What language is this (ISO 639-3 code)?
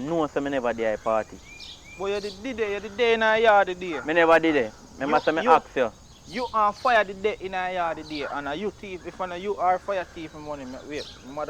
jam